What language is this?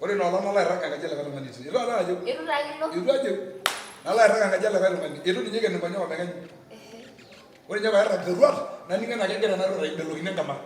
Masai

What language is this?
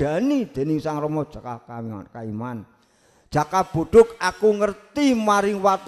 Javanese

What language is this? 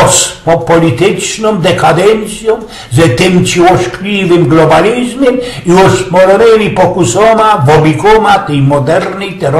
Silesian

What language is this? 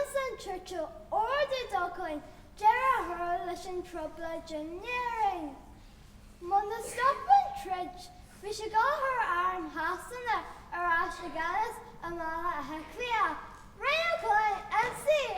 Irish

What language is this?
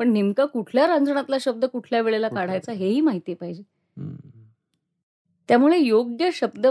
Marathi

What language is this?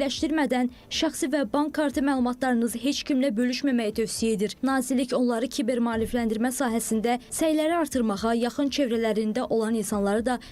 Azerbaijani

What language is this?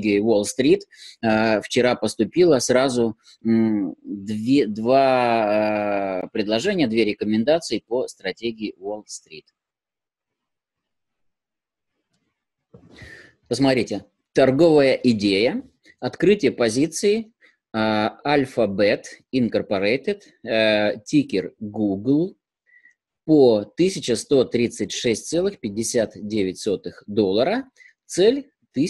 Russian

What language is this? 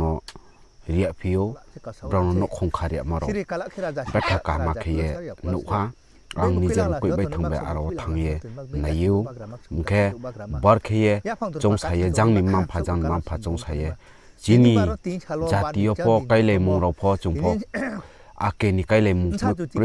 Riang (India)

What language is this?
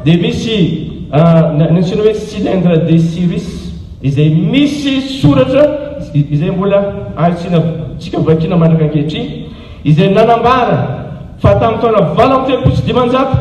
Malagasy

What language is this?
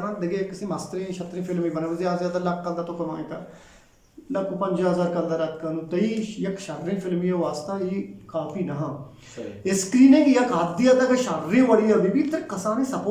Eastern Balochi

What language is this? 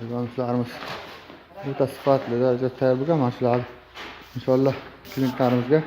Uzbek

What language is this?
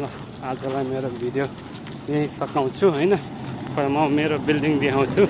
Nepali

